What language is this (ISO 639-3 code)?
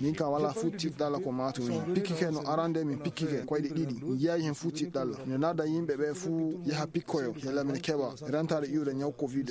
ful